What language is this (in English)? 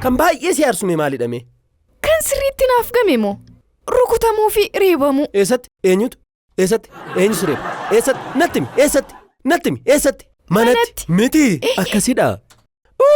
Oromo